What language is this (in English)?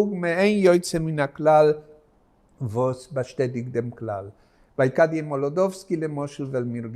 Yiddish